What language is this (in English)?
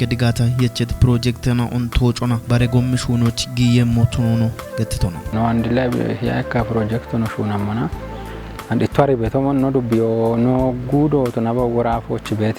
Kafa